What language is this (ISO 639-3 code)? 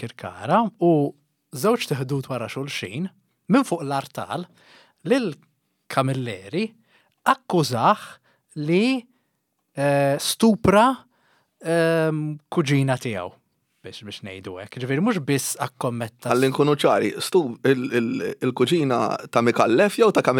mlt